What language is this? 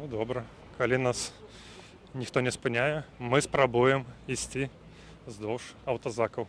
Belarusian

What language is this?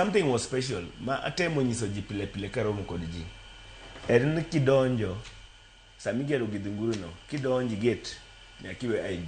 Luo (Kenya and Tanzania)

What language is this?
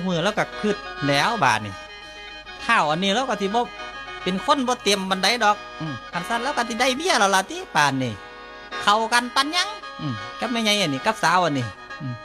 Northeastern Thai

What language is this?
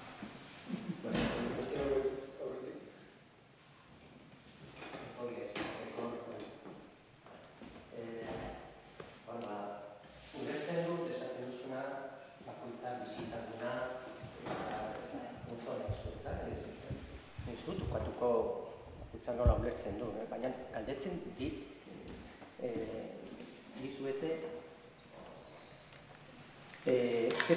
Basque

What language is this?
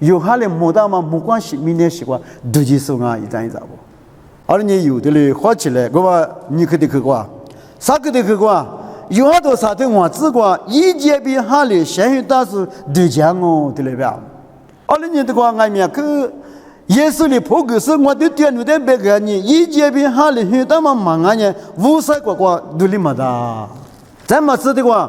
Lisu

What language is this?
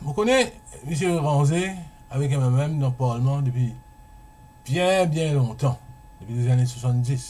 Morisyen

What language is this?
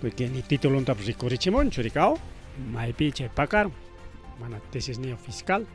Ayacucho Quechua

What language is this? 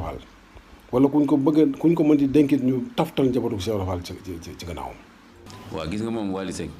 Wolof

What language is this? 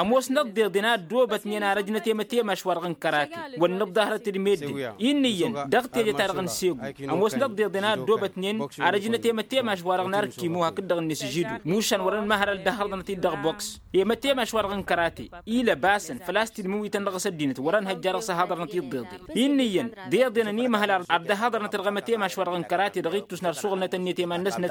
Tamasheq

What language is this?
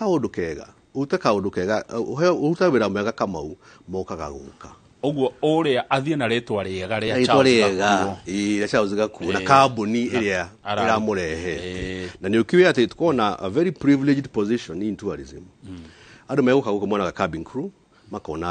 Kikuyu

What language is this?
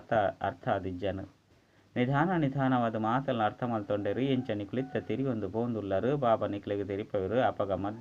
Tulu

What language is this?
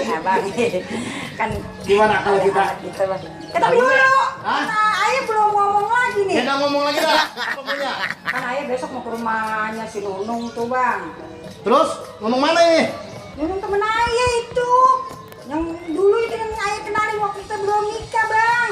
Betawi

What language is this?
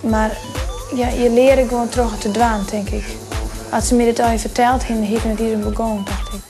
Western Frisian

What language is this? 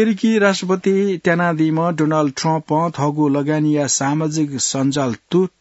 Newari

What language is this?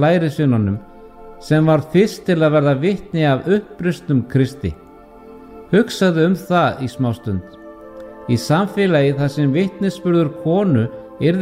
Icelandic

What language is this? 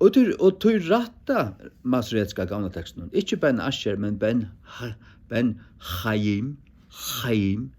Faroese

